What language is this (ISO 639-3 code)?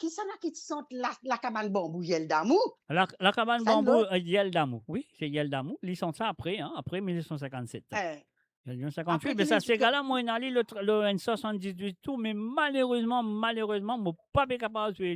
mfe